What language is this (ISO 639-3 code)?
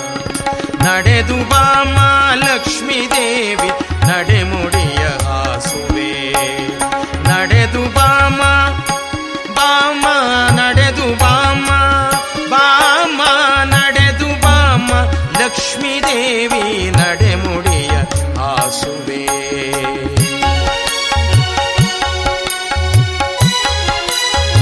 kan